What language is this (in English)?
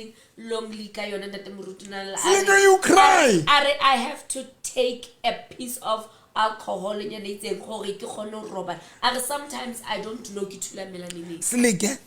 Southern Sotho